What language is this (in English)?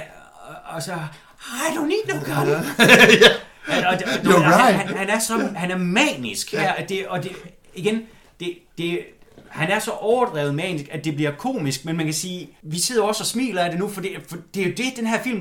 Danish